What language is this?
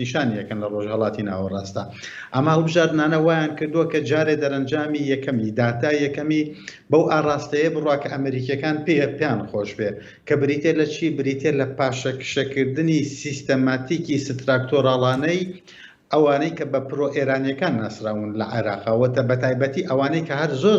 Central Kurdish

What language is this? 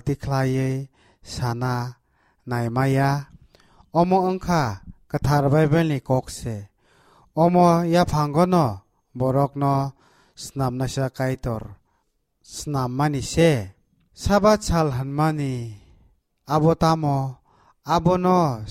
Kok Borok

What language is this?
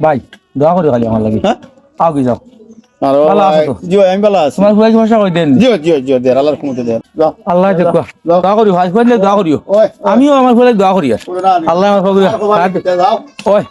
Sylheti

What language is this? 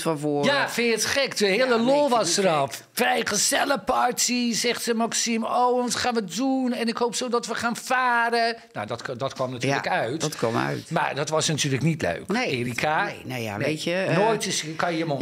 Dutch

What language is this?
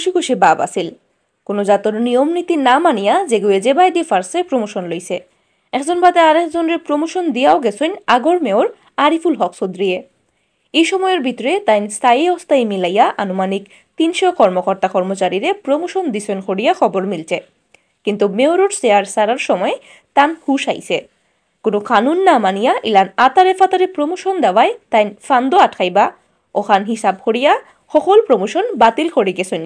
Sylheti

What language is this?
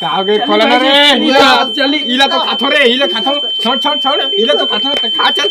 Chhattisgarhi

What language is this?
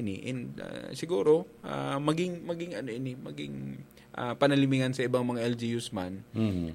Bikol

